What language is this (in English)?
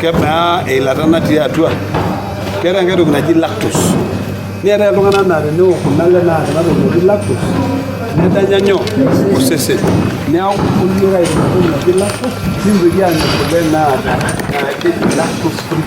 Masai